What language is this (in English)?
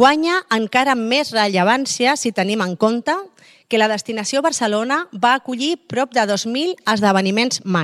Catalan